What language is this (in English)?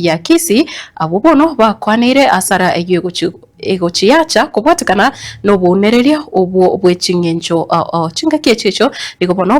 Gusii